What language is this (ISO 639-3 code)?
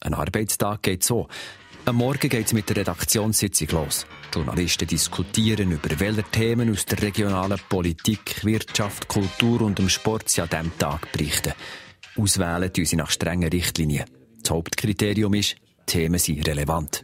gsw